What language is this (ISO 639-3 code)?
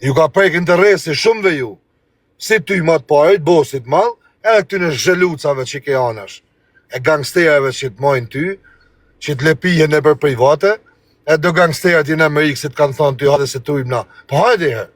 sqi